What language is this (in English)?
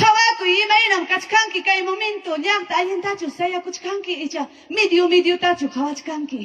Ayacucho Quechua